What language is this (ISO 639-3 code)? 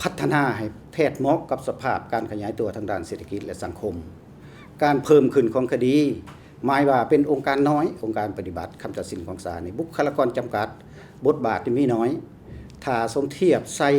lao